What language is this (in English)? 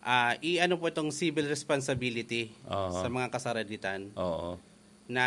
Bikol